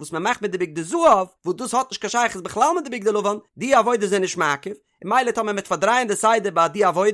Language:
Yiddish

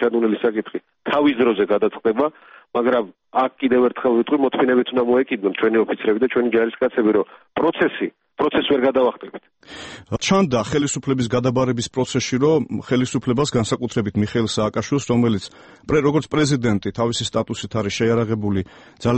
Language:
Georgian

